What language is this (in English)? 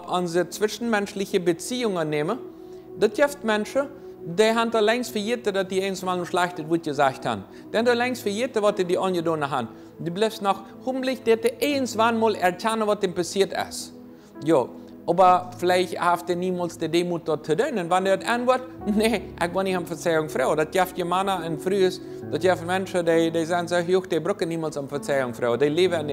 Plautdietsch